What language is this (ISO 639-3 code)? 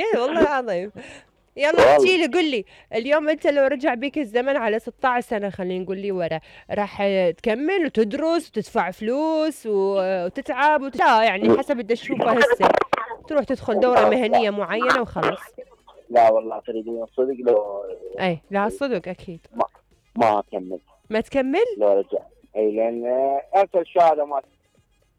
acm